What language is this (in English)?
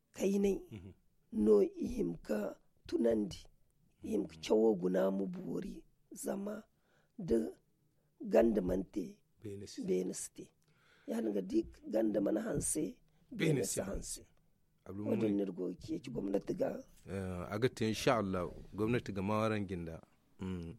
Zarma